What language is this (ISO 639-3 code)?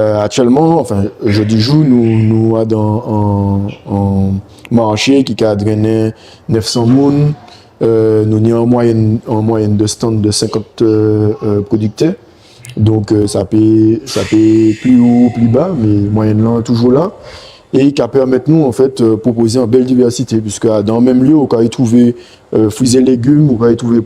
gcf